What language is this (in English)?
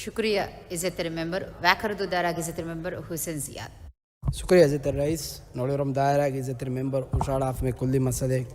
Divehi